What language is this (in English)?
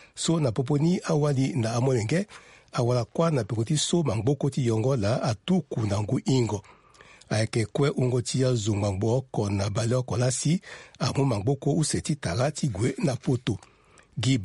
Sango